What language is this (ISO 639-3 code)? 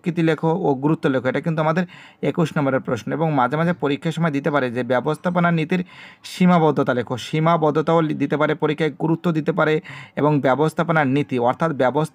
ben